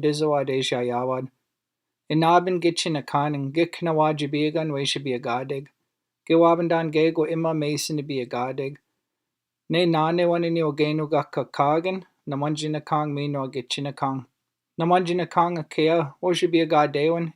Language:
Chippewa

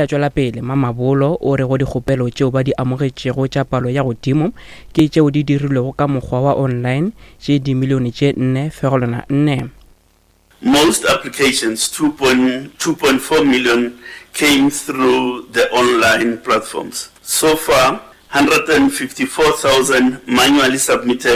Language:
Northern Sotho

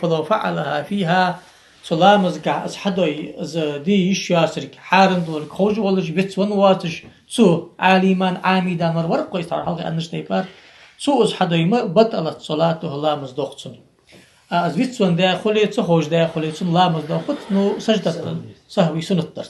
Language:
Ingush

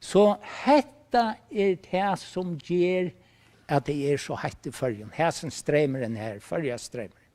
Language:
Faroese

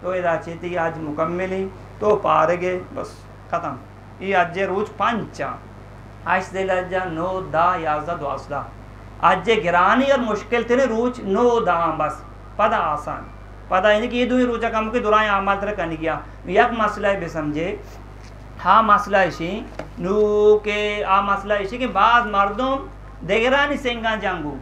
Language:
Eastern Balochi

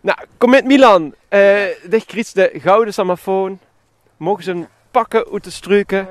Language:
Limburgish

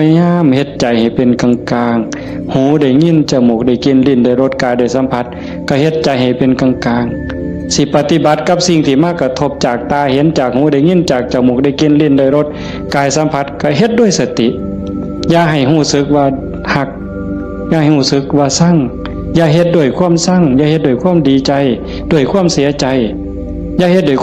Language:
Northeastern Thai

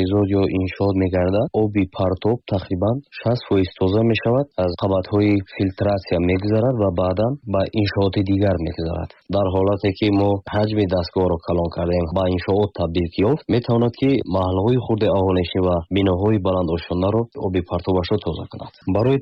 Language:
Tajik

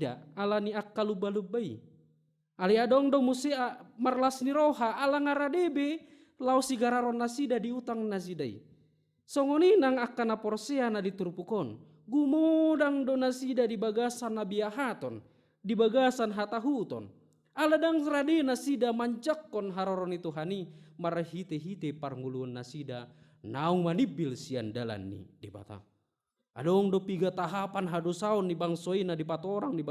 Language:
Batak Toba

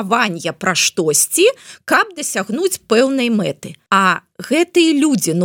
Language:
Belarusian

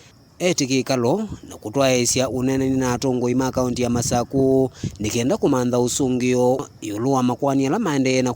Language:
Kamba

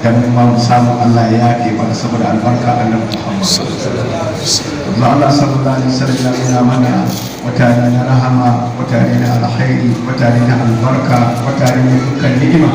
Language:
Hausa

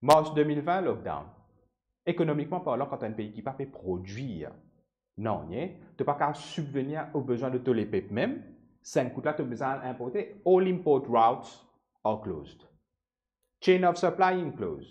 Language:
Morisyen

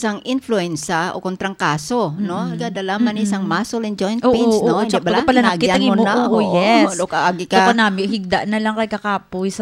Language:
Hiligaynon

